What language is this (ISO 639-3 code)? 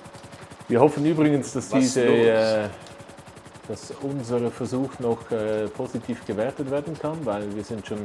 gsw